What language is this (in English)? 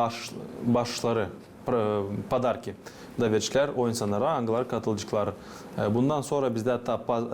Gagauz